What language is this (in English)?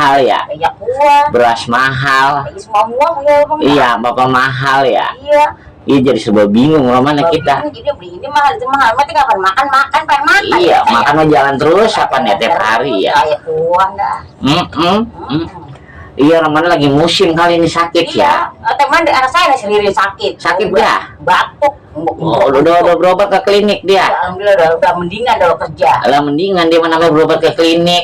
Betawi